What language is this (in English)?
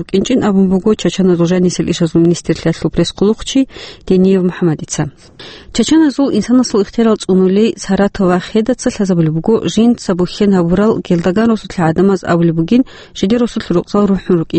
Avaric